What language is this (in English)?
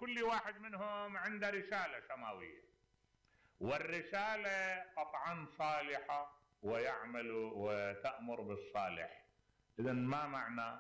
Mesopotamian Arabic